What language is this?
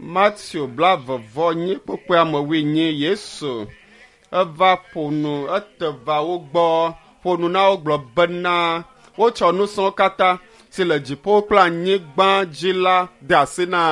Ewe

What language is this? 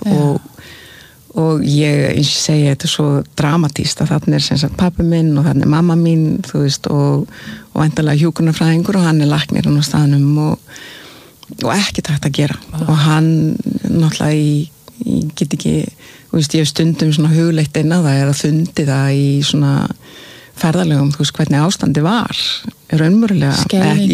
Icelandic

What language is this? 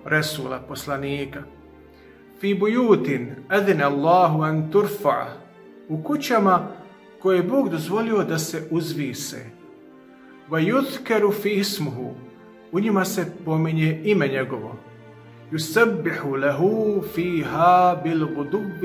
Bosnian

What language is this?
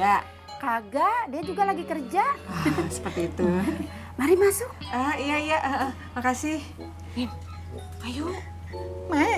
Betawi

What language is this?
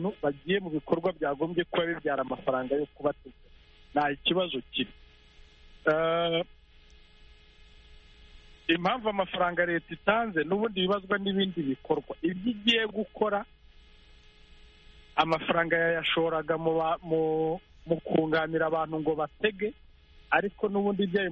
Kinyarwanda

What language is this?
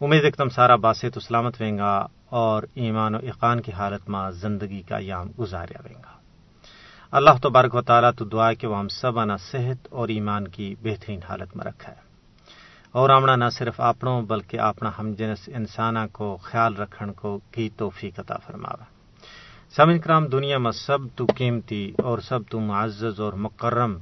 Gujari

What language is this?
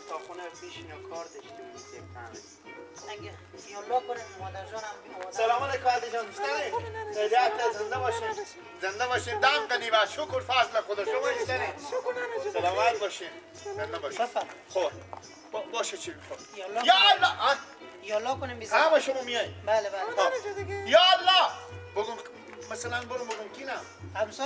Persian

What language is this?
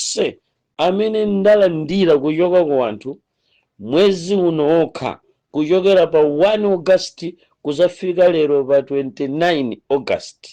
Nyanja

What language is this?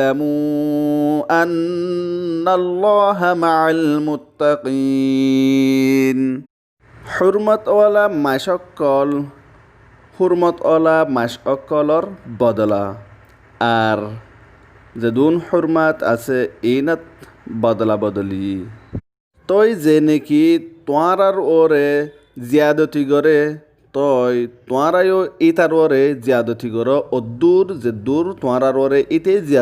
Rohingya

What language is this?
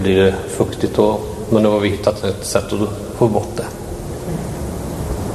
Swedish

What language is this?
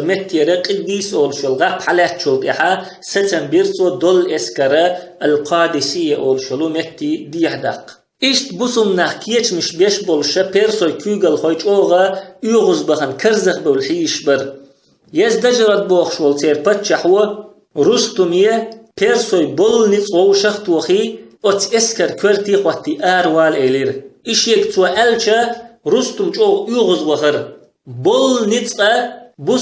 Chechen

